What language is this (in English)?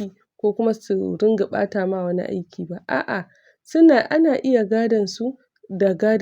Hausa